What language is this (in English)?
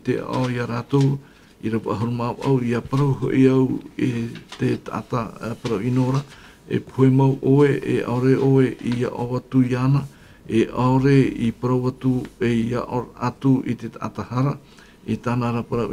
Tahitian